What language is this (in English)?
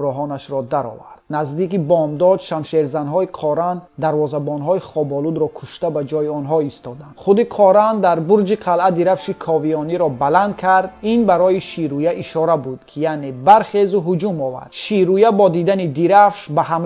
Tajik